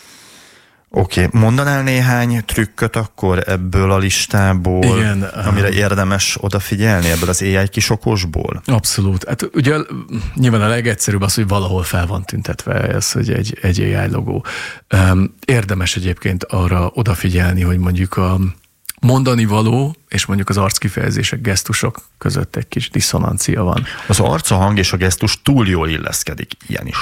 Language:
Hungarian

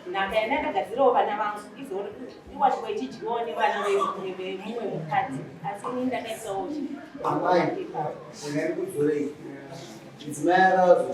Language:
Shona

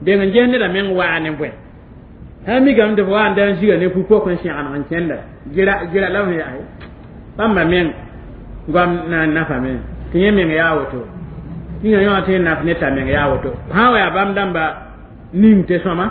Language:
Mossi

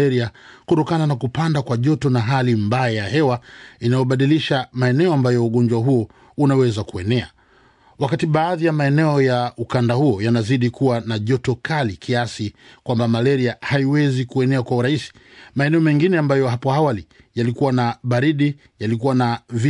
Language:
Swahili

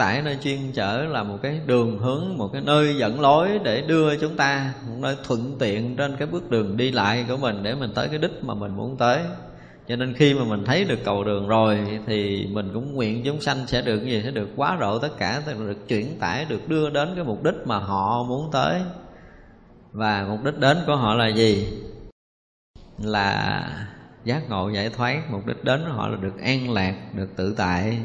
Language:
Vietnamese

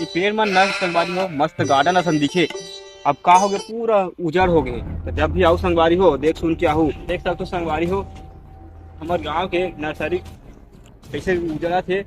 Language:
Chhattisgarhi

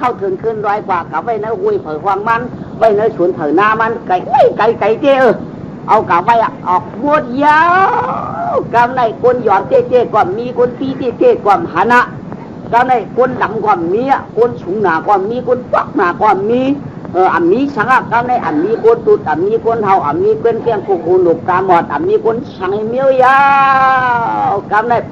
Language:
Shan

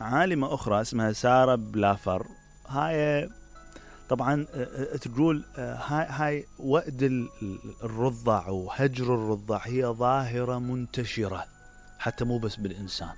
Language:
Mesopotamian Arabic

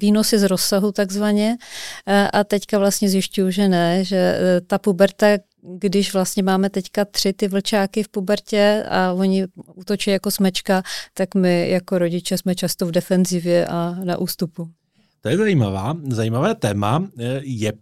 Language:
Czech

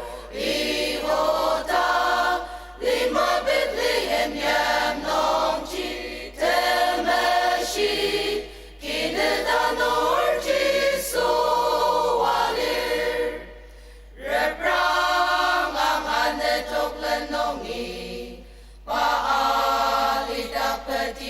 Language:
Ao Naga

